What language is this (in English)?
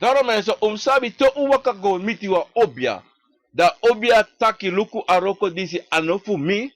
Sranan Tongo